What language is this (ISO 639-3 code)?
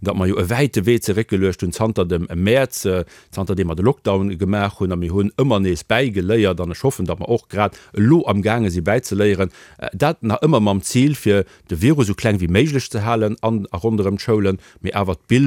ltz